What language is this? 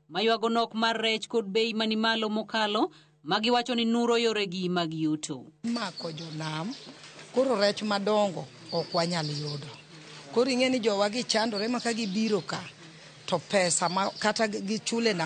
Luo (Kenya and Tanzania)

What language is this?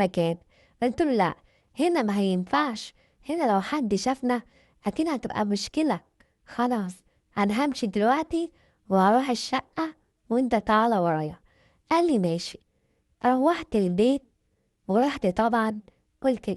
Egyptian Arabic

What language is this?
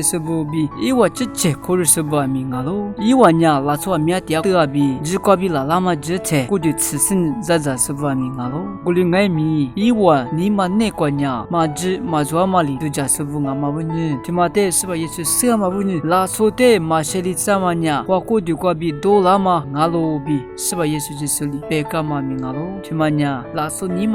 Lisu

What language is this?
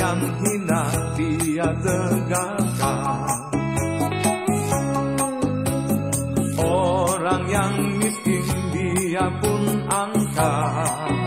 Indonesian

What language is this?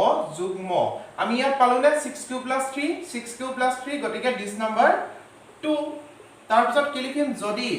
Assamese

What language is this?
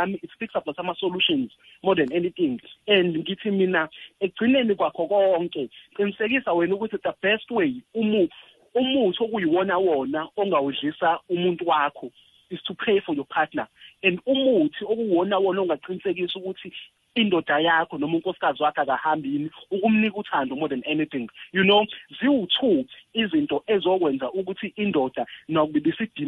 South Ndebele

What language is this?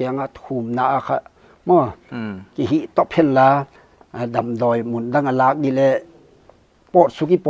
Paite Chin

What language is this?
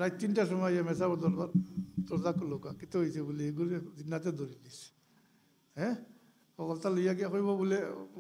Sylheti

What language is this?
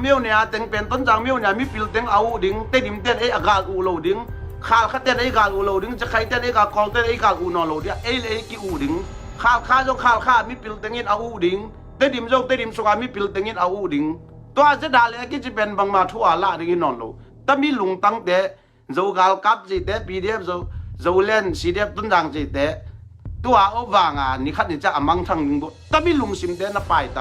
Tedim Chin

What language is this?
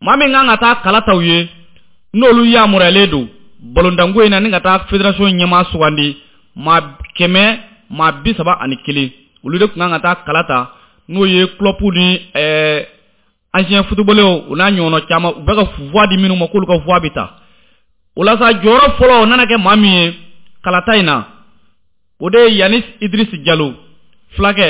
Bambara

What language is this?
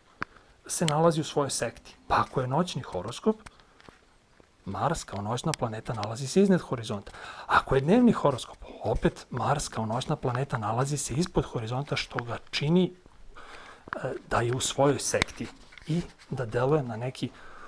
Serbian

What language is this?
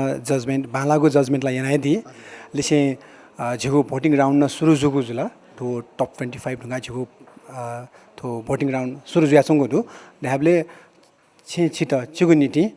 Newari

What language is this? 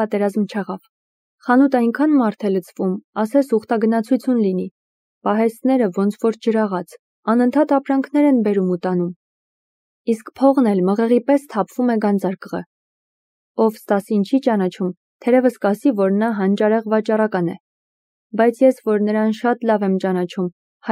Armenian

